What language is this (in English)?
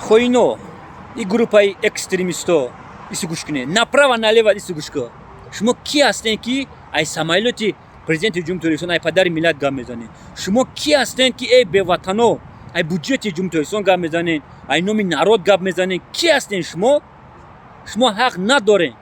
Tajik